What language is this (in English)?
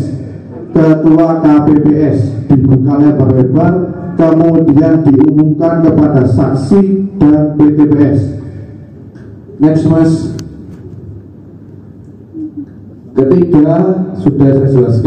Indonesian